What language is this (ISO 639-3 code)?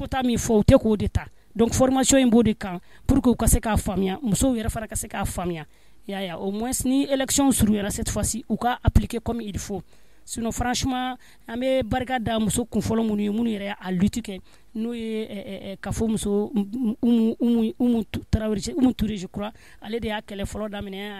bam